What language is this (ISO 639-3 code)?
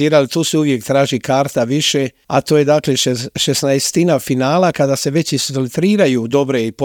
hrv